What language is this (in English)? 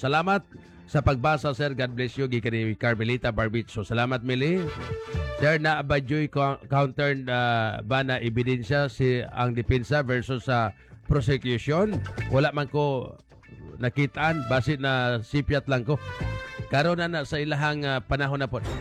Cebuano